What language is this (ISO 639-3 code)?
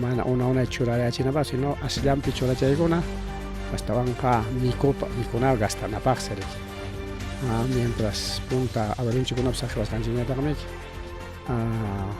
quy